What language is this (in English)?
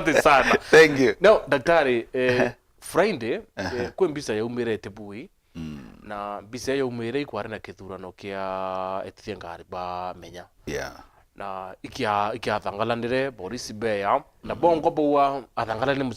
Meru